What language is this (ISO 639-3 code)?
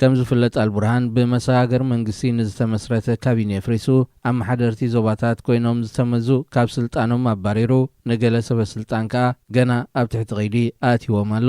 tir